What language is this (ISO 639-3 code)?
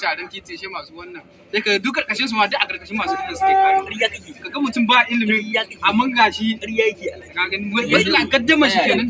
hau